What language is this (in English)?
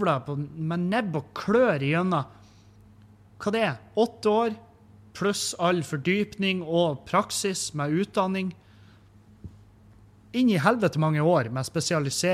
Norwegian